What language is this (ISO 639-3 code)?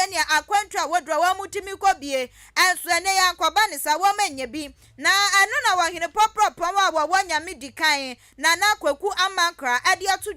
aka